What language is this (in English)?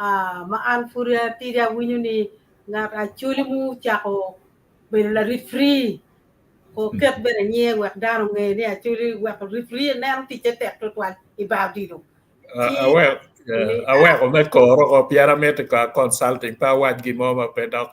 Acoli